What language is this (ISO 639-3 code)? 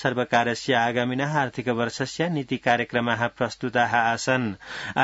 san